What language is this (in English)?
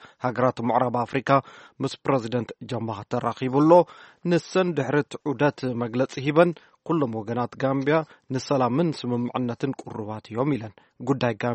Tigrinya